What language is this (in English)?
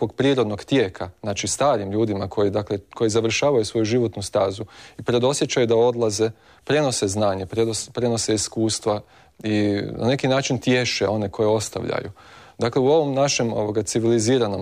Croatian